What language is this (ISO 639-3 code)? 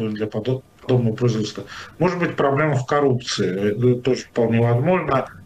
rus